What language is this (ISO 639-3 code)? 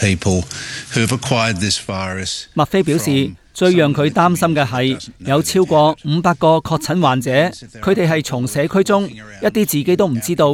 yue